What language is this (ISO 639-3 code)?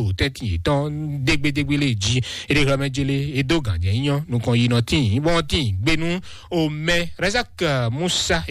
fon